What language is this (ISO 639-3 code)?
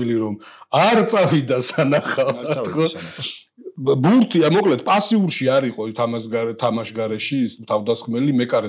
kat